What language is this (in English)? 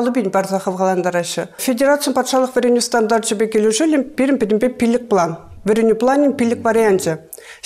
Chuvash